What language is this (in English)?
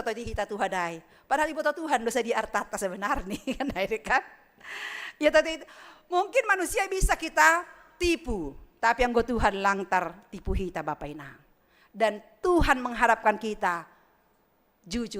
Batak Simalungun